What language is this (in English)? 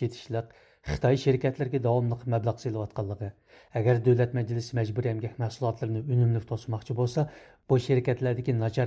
Uyghur